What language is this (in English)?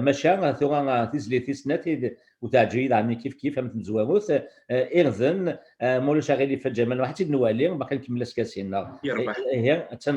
Kabyle